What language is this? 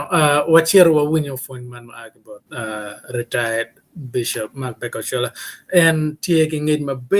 Acoli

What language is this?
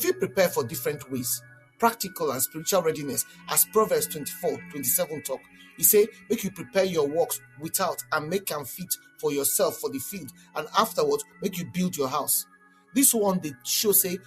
Nigerian Pidgin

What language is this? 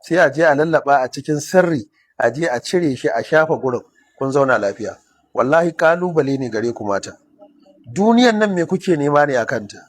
Hausa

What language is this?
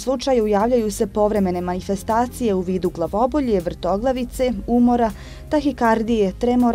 Bosnian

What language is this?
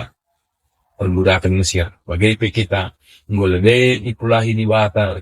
Batak Karo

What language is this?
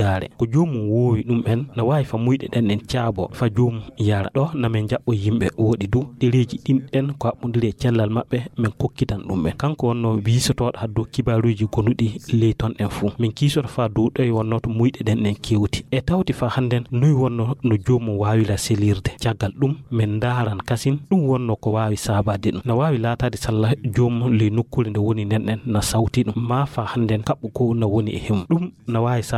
Fula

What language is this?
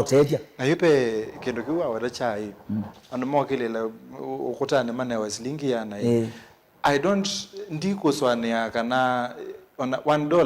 Kamba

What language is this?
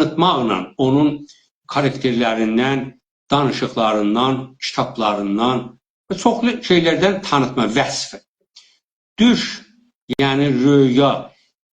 South Azerbaijani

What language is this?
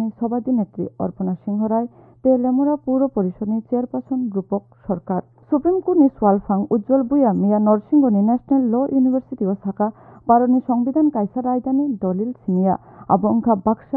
Kok Borok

